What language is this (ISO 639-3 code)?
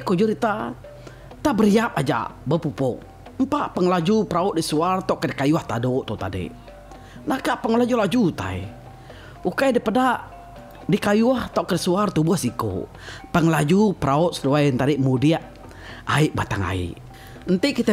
iba